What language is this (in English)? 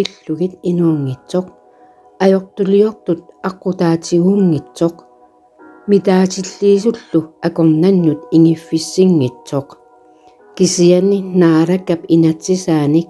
Kalaallisut